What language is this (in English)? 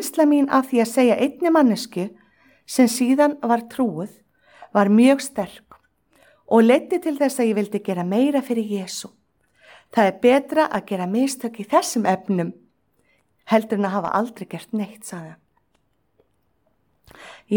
Icelandic